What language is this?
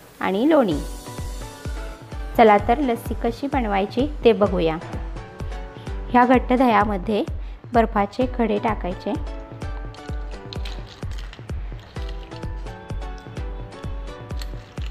Marathi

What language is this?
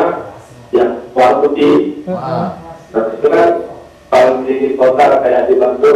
Musi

